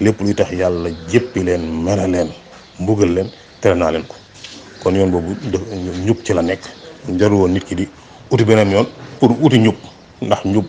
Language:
Wolof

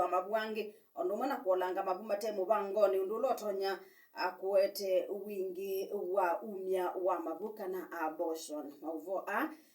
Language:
Kamba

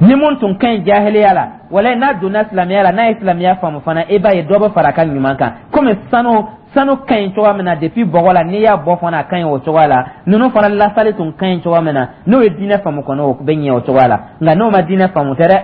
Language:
Dyula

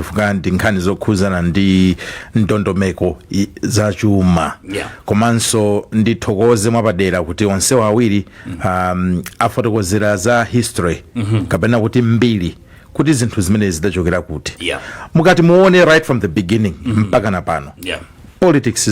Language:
Nyanja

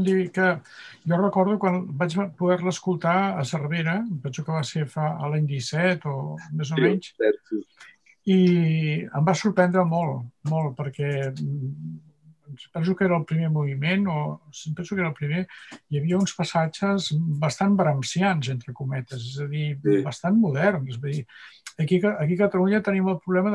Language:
Catalan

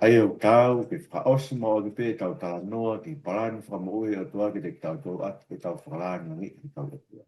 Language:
Tongan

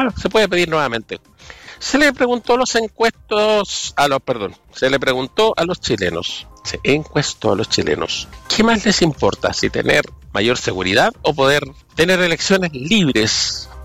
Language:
Spanish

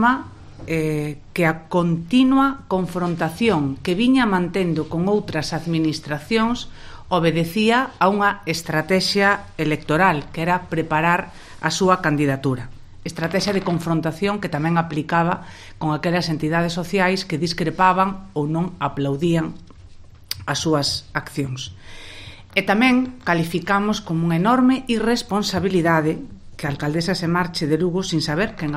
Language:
Galician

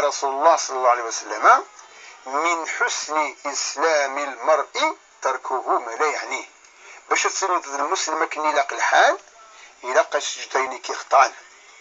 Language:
Kabyle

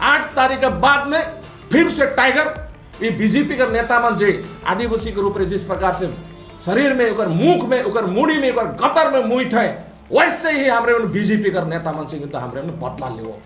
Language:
Sadri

